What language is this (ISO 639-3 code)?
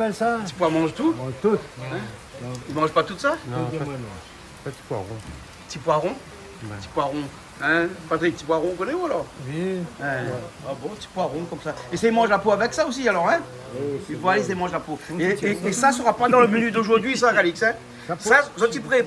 rcf